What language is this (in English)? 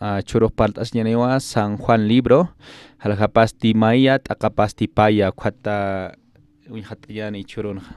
Aymara